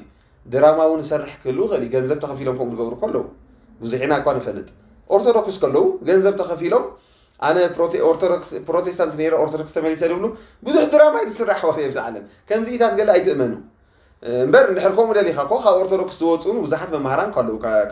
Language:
Tigrinya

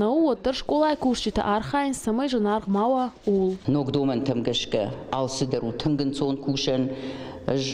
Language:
Ossetic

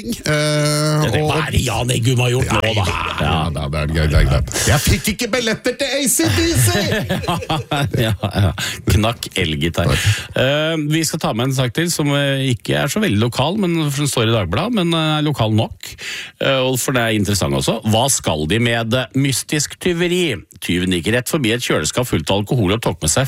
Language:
Norwegian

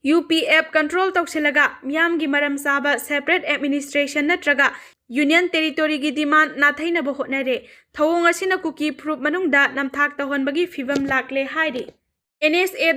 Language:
Manipuri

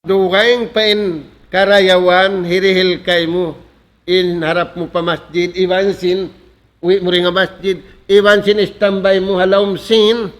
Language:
Tausug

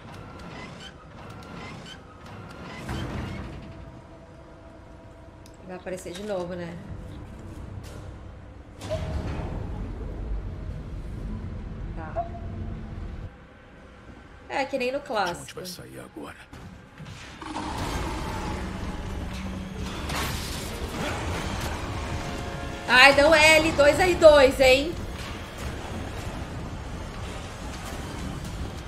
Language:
Portuguese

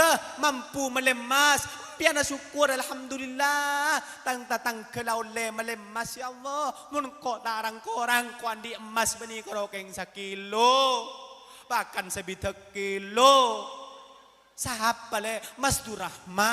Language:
Madurese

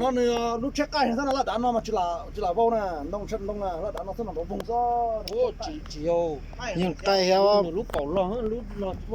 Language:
Hmong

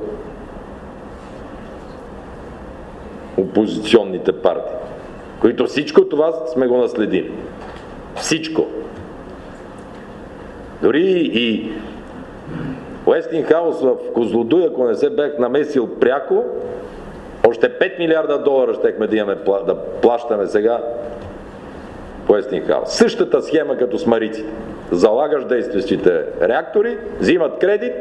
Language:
Bulgarian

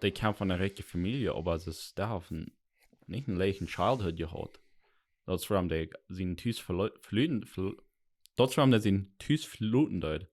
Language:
Plautdietsch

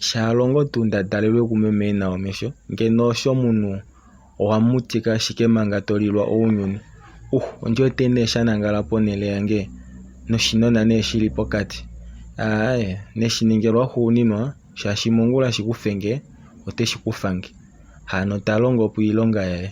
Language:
Kuanyama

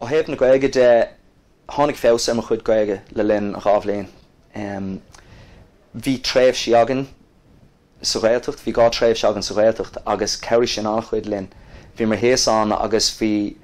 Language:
Irish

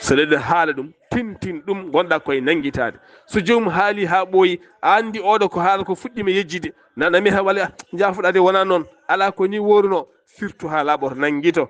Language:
Fula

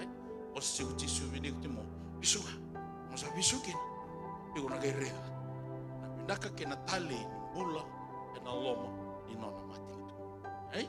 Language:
Fijian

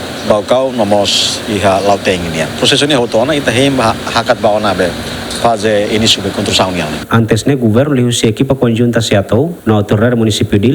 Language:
Tetum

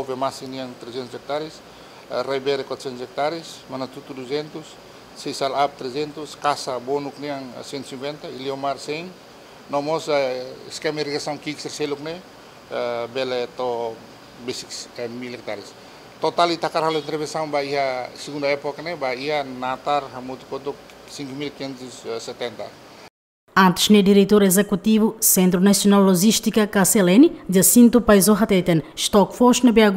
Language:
Tetum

